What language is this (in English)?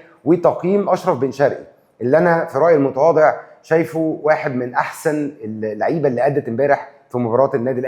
Egyptian Arabic